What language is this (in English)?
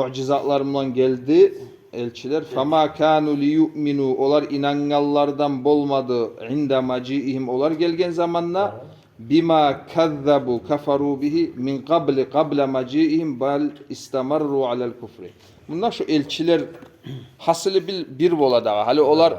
Kumyk